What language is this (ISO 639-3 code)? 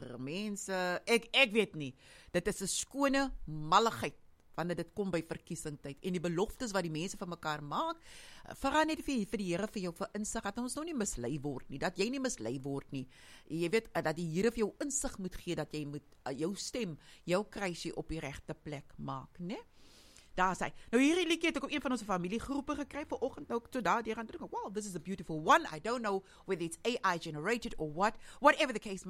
afr